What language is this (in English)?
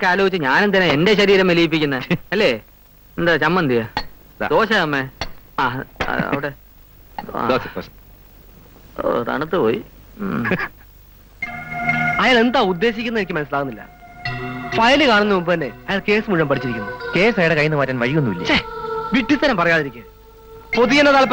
Malayalam